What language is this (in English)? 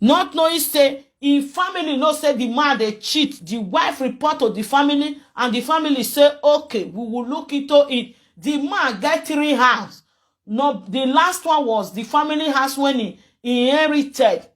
Nigerian Pidgin